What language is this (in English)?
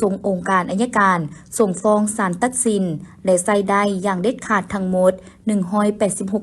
Lao